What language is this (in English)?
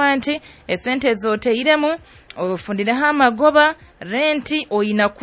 Nyoro